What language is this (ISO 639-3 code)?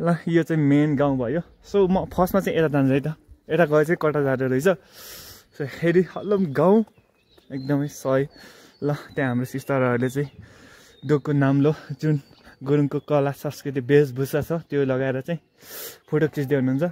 nep